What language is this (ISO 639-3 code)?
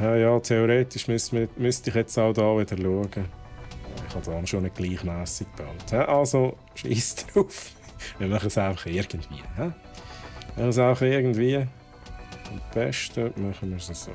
gsw